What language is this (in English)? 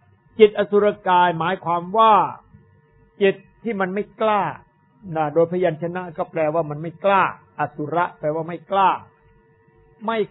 Thai